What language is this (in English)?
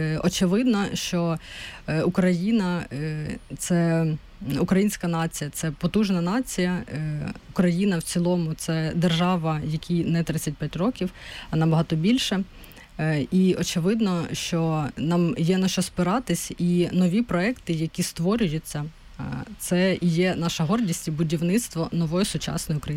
Ukrainian